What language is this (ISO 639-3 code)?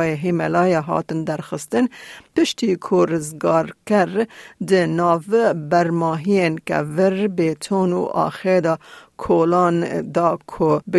kur